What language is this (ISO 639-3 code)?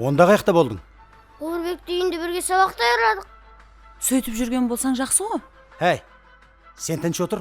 kaa